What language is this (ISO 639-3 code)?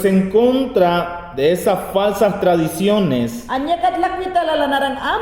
yan